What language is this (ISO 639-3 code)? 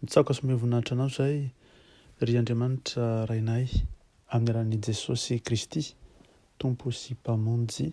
mlg